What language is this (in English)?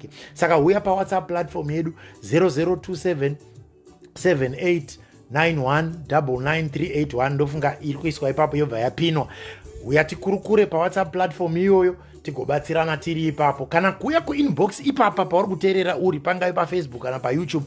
Shona